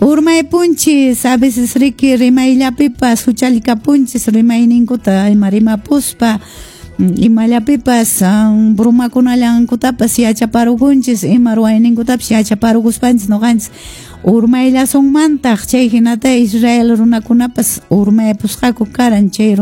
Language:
Quechua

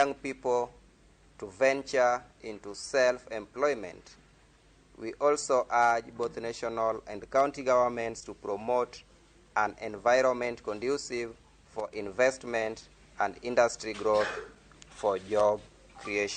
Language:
Luo (Kenya and Tanzania)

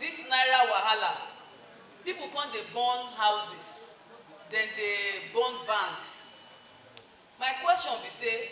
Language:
Nigerian Pidgin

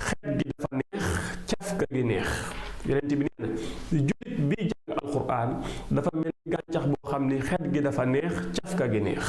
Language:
Wolof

